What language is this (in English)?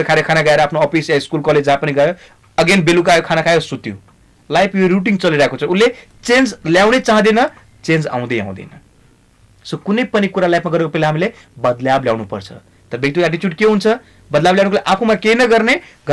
Nepali